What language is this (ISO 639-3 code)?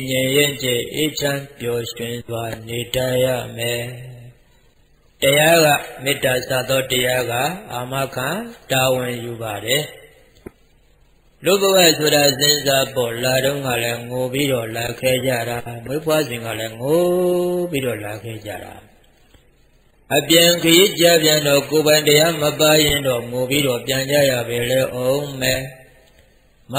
mya